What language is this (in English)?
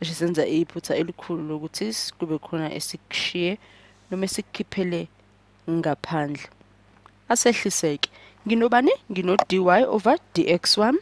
Zulu